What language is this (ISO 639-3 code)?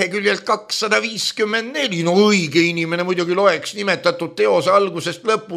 est